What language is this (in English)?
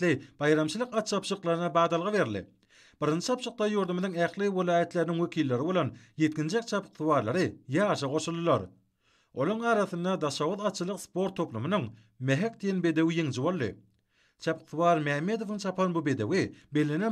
Turkmen